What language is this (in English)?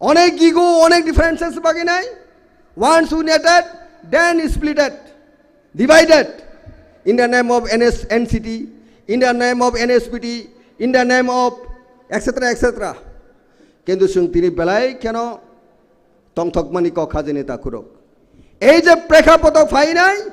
Kok Borok